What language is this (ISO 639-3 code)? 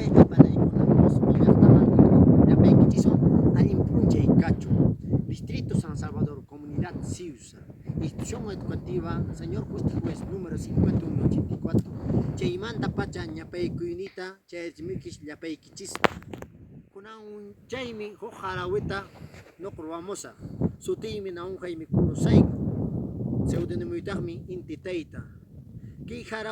que